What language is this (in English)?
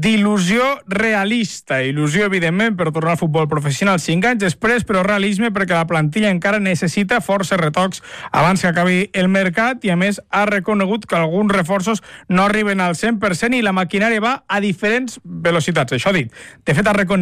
Catalan